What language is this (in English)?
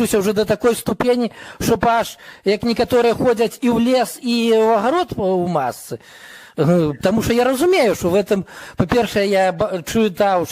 Belarusian